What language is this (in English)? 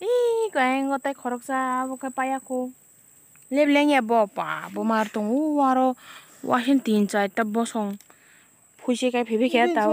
Kok Borok